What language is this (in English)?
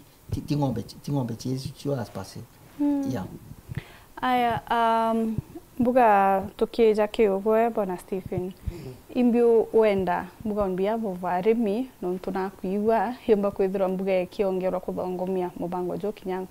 Meru